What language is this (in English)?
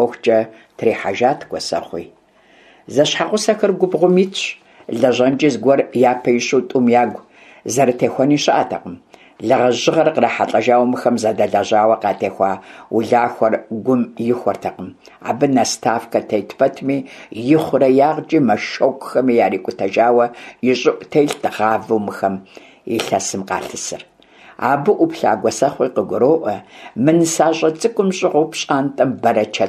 Kabardian